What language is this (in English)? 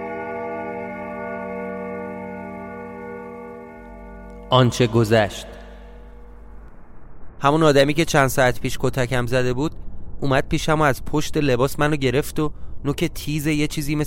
Persian